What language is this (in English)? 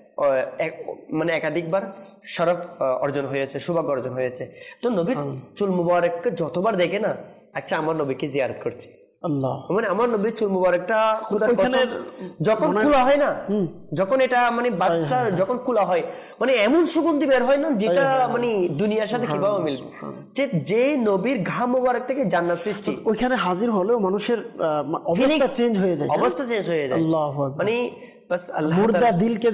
Bangla